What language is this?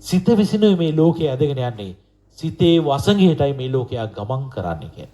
Sinhala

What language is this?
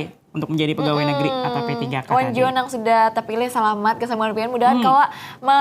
Banjar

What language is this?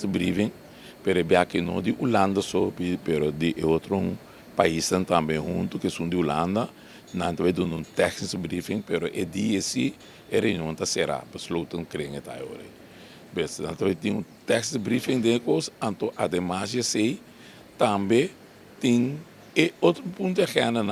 Papiamento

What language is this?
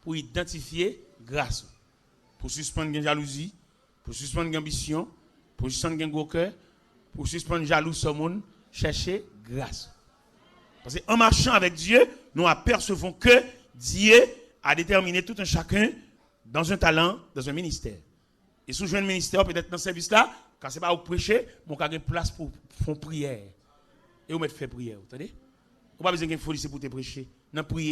Haitian Creole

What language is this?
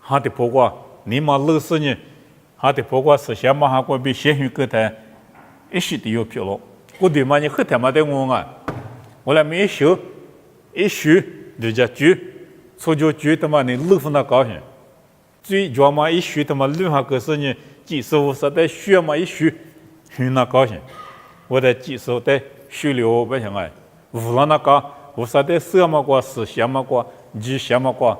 Lisu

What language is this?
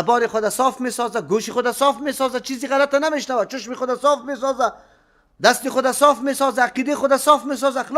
Persian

